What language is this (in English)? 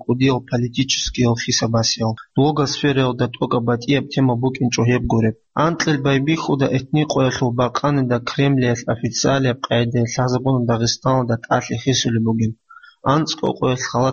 Avaric